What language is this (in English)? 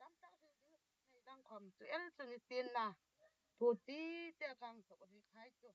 Hmar